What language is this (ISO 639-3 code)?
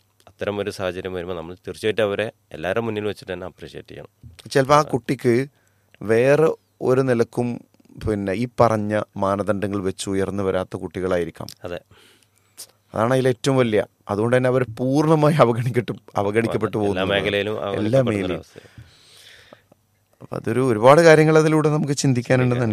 mal